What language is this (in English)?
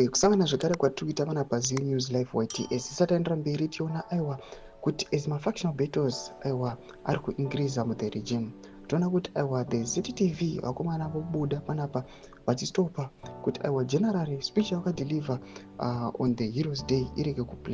Shona